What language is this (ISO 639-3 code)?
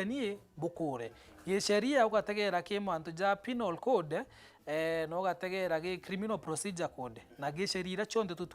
mer